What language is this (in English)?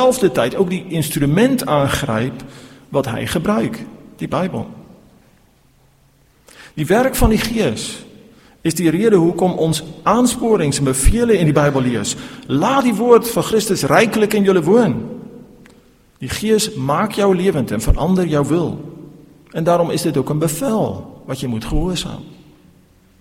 Afrikaans